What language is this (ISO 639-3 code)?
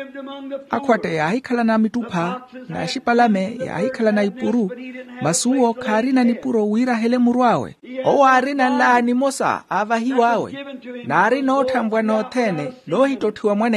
vmw